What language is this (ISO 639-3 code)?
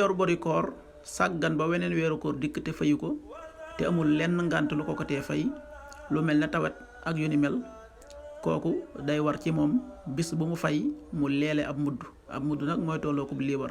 wol